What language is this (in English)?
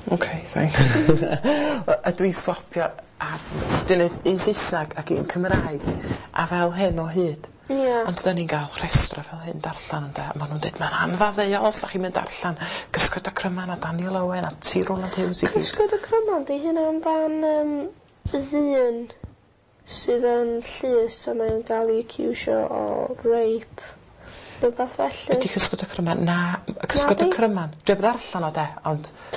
Welsh